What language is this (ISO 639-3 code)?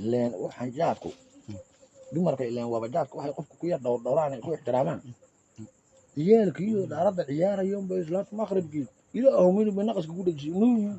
som